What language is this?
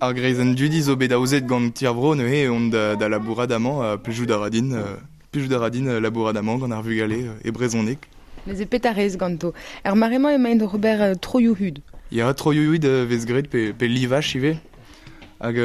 Breton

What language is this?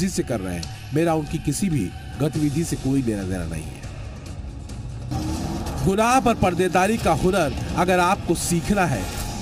Hindi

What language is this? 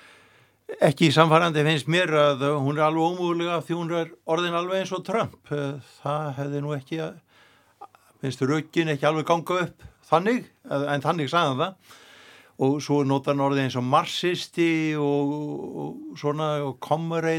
Icelandic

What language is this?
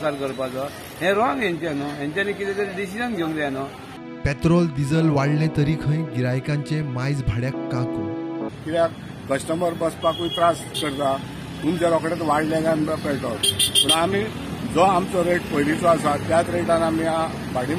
Konkani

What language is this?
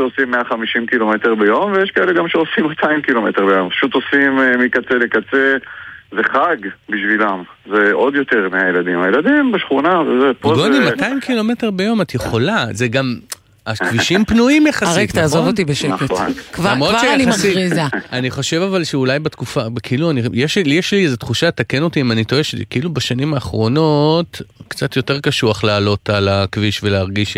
Hebrew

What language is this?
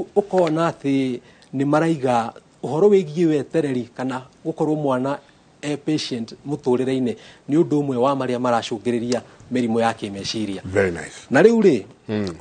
Kikuyu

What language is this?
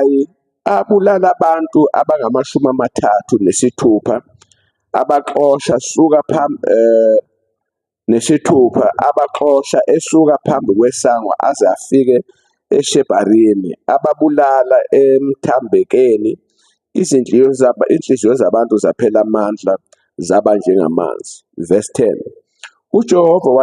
Zulu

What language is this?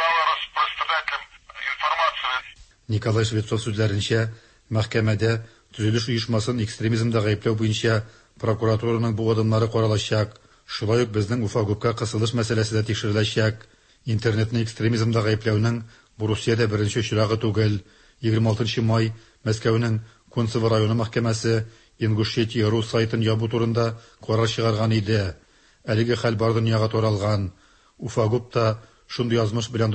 Tatar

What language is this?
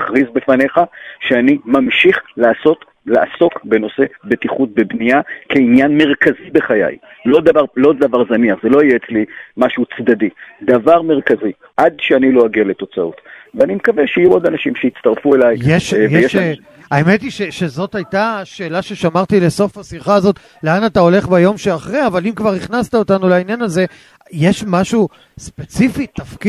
Hebrew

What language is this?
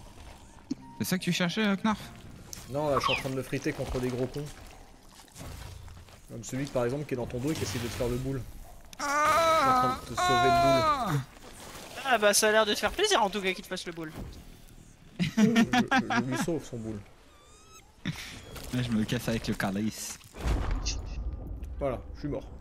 French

